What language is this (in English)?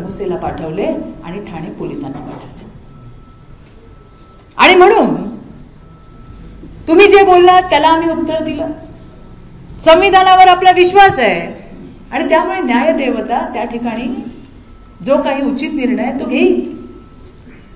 Marathi